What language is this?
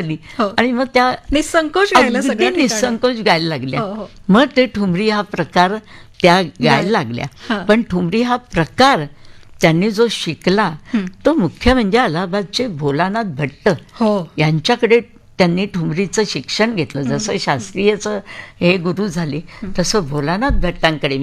Marathi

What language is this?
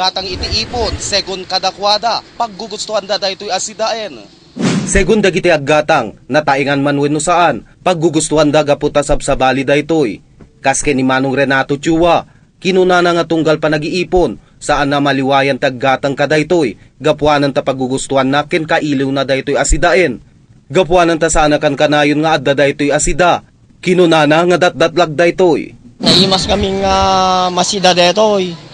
Iloko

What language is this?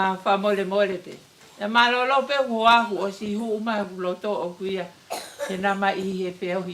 Tongan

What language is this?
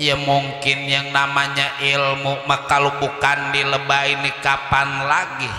Betawi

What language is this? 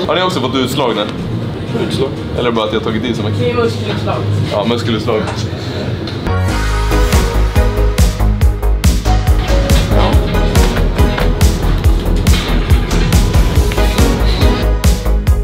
Swedish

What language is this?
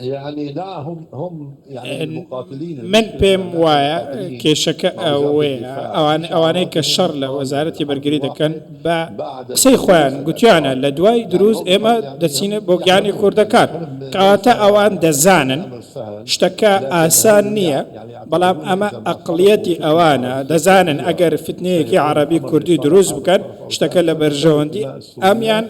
Central Kurdish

